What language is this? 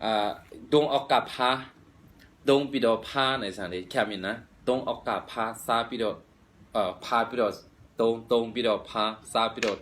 Shan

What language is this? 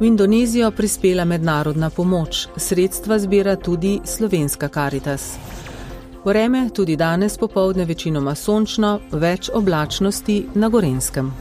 Slovenian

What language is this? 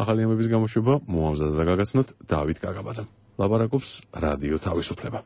Georgian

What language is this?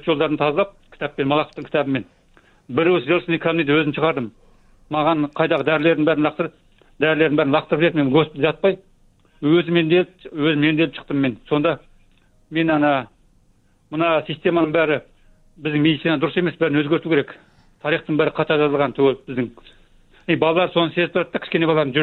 Kazakh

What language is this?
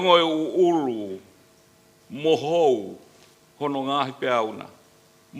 Tongan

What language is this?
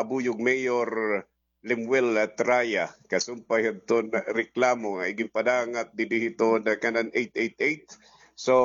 Waray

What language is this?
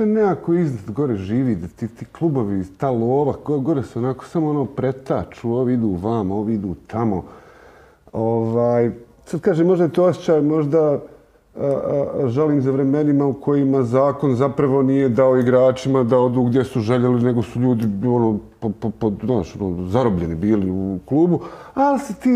Croatian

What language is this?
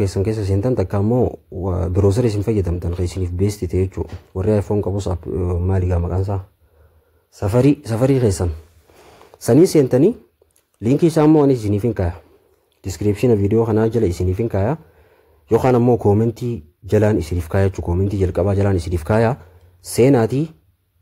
Oromo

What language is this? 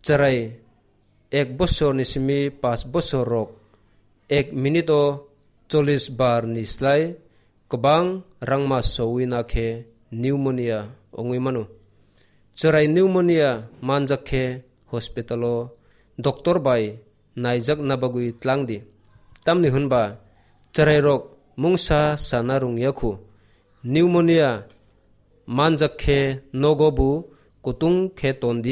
Kok Borok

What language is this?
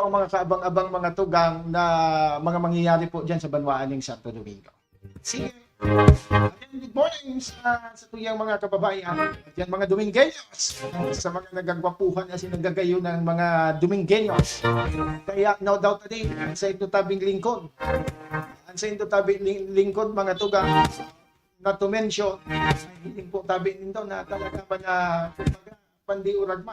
Bikol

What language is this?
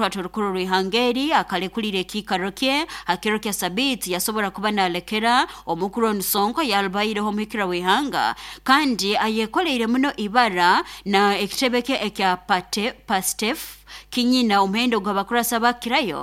Nyoro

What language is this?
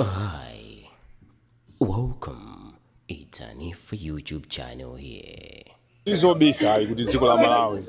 Nyanja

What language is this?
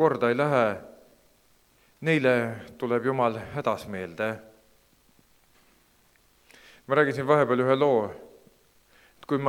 Estonian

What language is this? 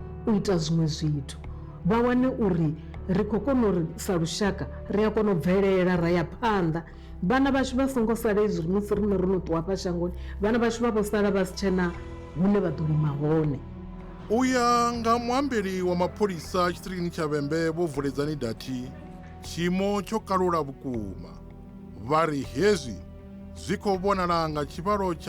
Venda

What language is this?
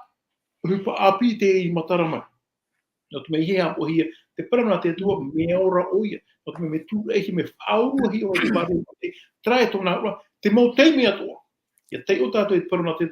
Tahitian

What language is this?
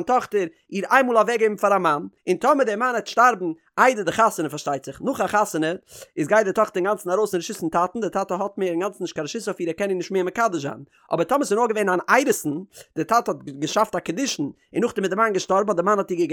Yiddish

